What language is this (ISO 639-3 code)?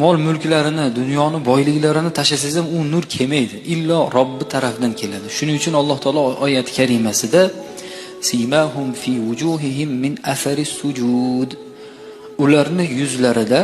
uzb